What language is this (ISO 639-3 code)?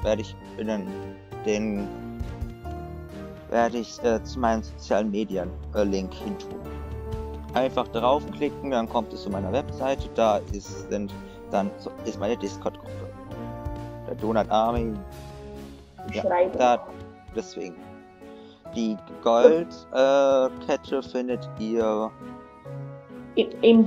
deu